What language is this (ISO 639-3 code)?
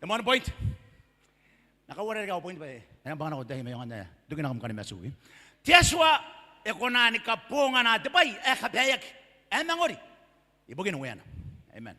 gil